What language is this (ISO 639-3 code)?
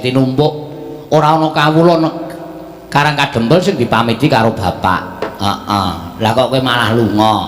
jav